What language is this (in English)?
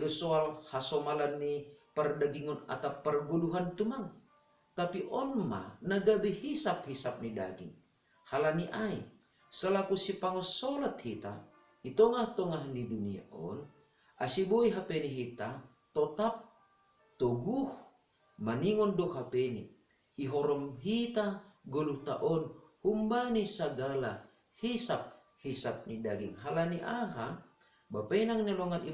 Batak Simalungun